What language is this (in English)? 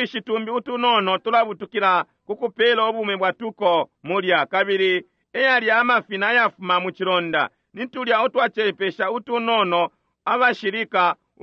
Bemba